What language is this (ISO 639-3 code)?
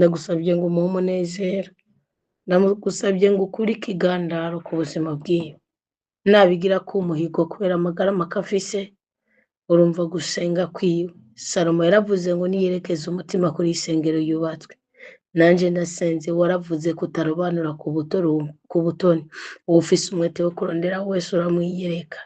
run